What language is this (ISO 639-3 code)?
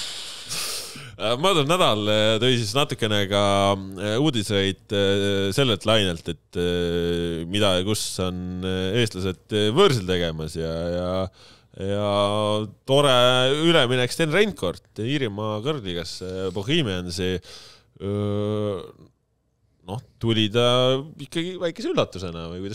est